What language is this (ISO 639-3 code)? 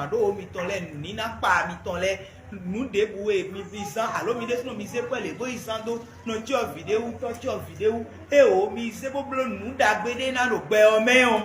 fon